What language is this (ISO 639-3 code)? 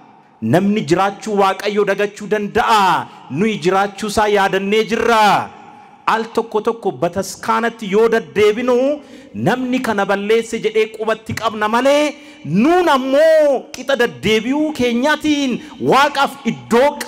orm